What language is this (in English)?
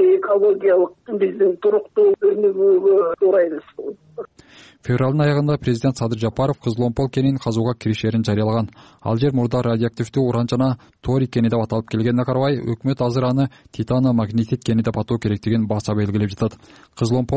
Kyrgyz